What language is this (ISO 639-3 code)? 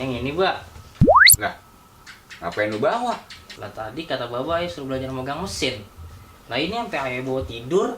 bew